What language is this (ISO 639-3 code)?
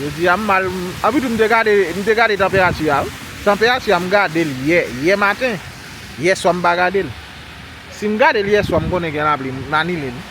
hat